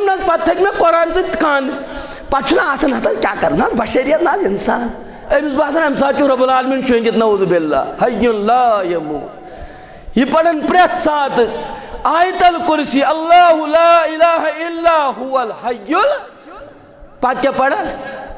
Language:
Kashmiri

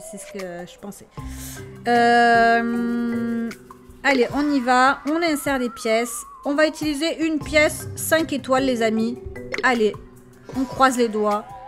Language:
French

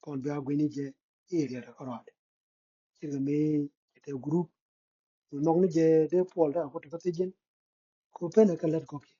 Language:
Nuer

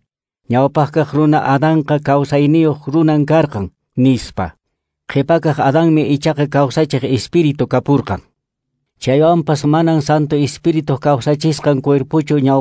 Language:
Quechua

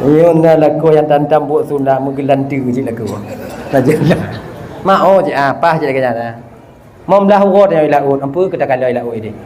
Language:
Achinese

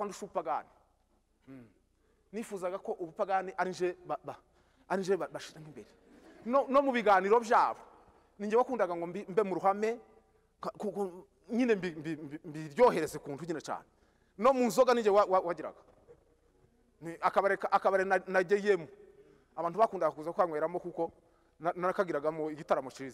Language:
Kinyarwanda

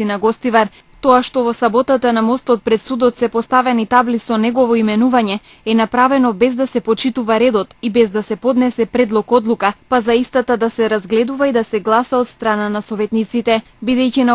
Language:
Macedonian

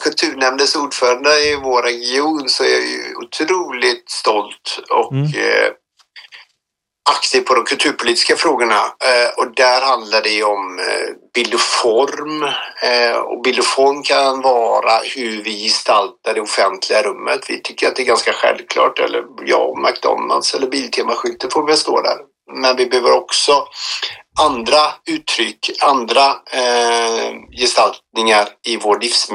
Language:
Swedish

